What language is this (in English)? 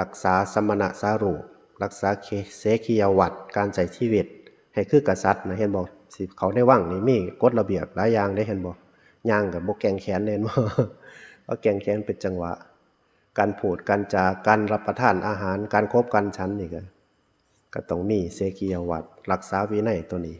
Northeastern Thai